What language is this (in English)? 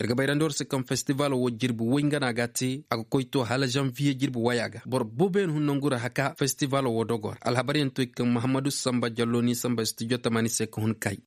Koyraboro Senni